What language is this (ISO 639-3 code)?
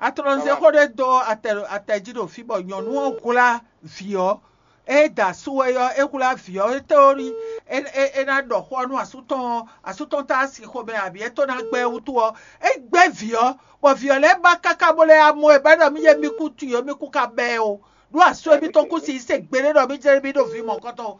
fon